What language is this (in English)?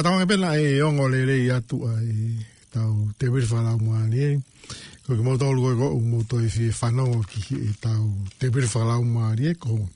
Tongan